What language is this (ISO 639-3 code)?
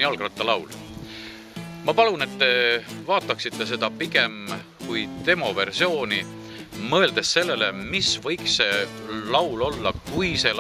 est